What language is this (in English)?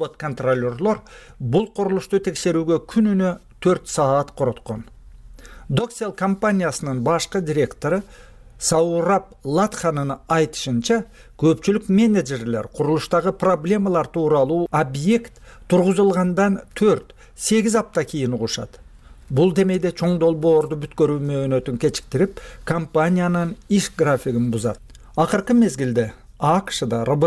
Kyrgyz